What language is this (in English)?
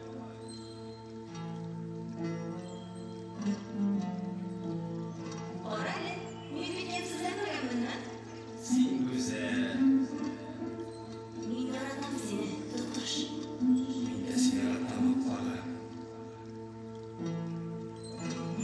Tatar